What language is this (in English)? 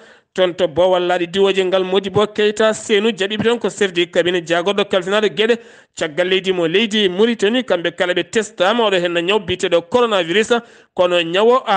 Fula